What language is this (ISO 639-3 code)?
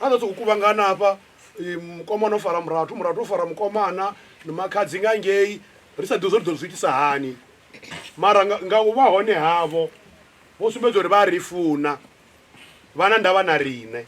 ven